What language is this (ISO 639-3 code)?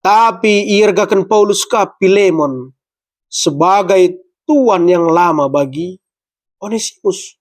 btx